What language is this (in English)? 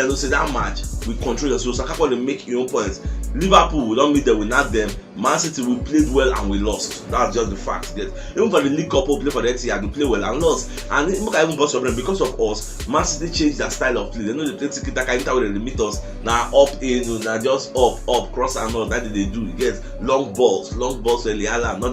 Nigerian Pidgin